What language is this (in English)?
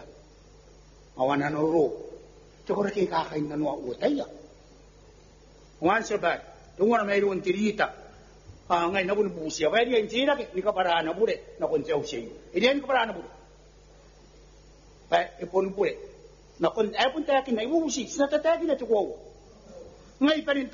Gilbertese